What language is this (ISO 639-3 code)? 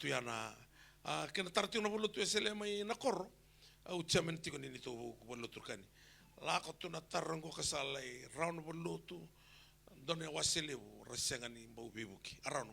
fij